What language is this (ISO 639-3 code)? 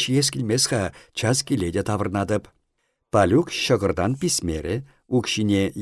chv